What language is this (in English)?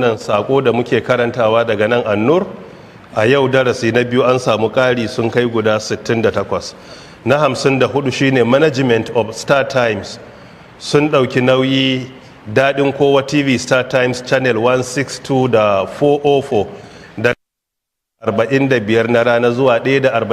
Hausa